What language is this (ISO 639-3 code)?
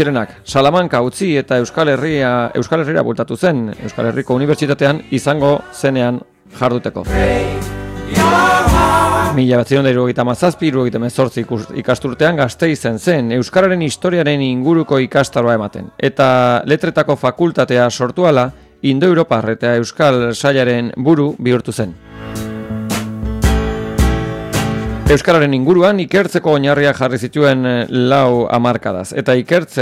eus